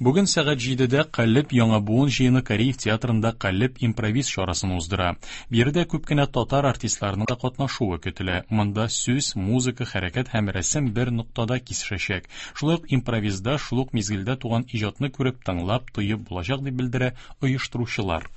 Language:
Tatar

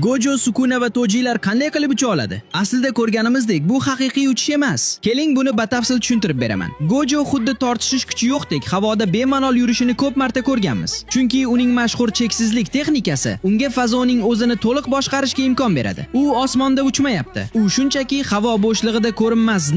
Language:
Uzbek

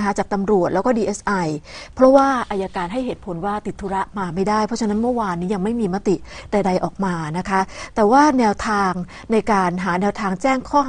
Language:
Thai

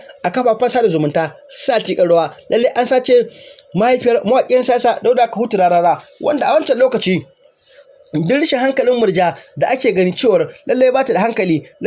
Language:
Hausa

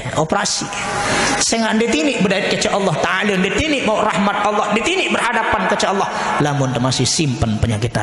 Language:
Sasak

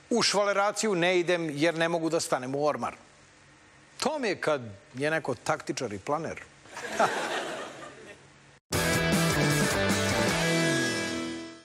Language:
Serbian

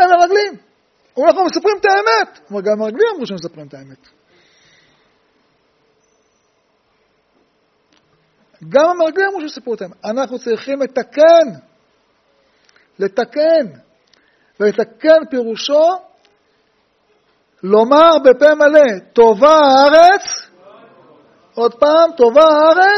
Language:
Hebrew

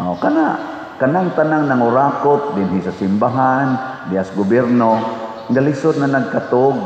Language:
Cebuano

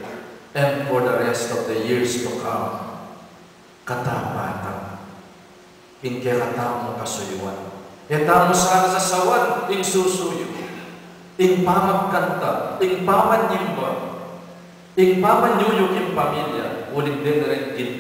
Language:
Pampanga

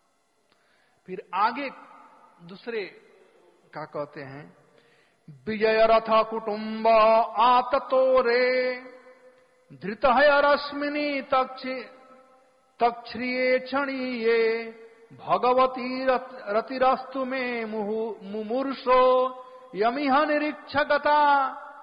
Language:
Hindi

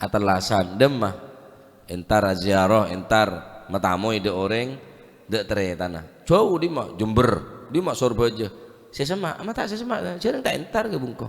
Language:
Madurese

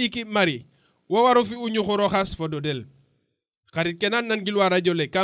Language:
Serer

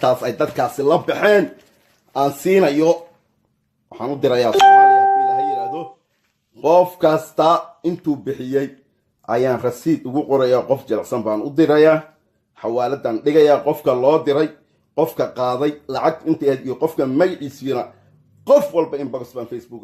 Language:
Somali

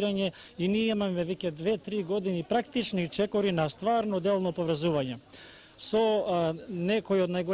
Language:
Macedonian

